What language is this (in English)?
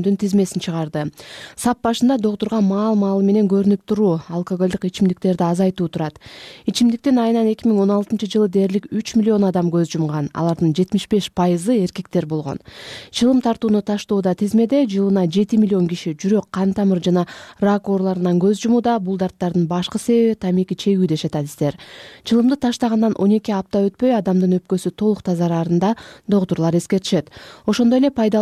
Kyrgyz